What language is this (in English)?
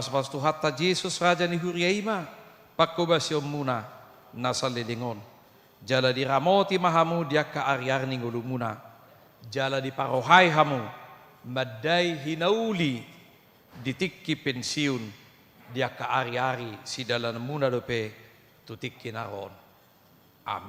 Batak Toba